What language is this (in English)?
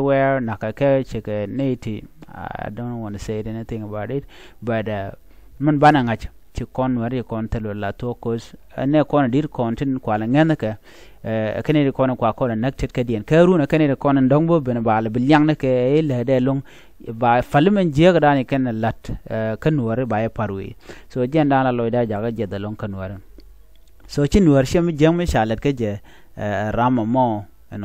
Nuer